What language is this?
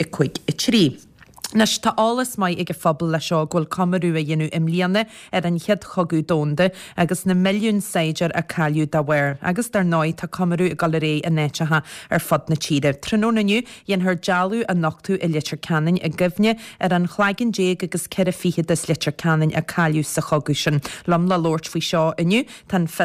Irish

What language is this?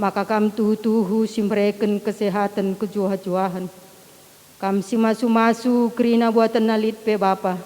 Batak Karo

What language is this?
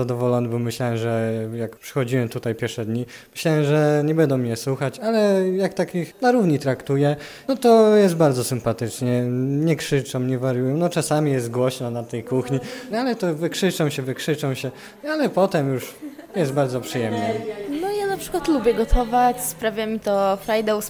Polish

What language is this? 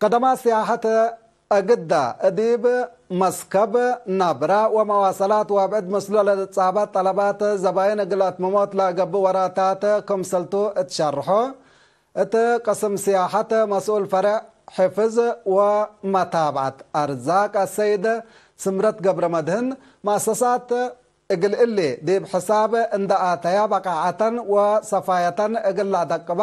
Tigre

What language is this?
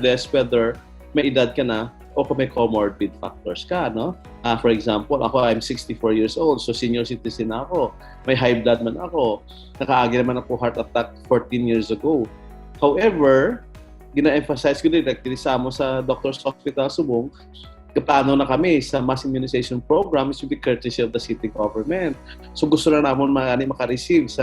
Hiligaynon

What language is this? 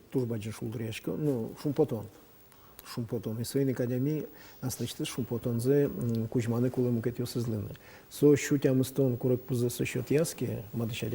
Udmurt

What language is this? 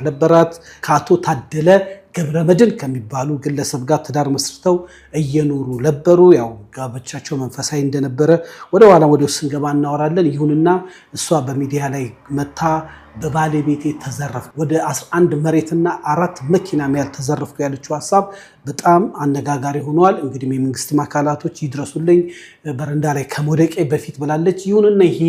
Amharic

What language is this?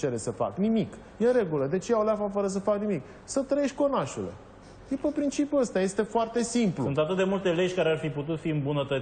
Romanian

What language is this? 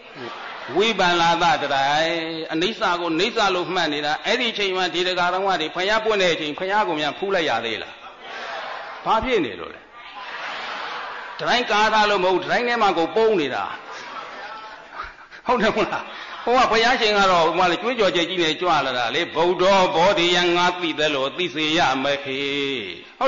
Burmese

